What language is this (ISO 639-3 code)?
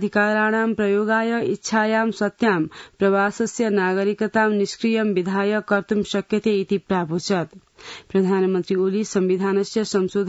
san